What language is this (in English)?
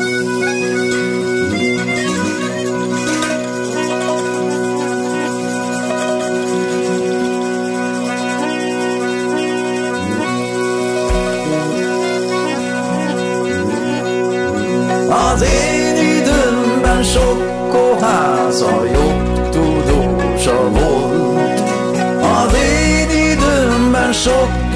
Hungarian